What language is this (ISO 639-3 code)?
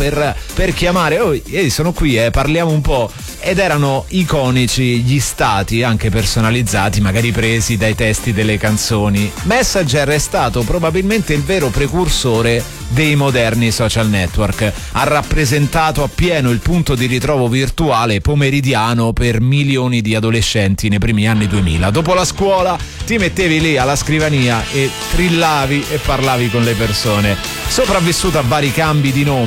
ita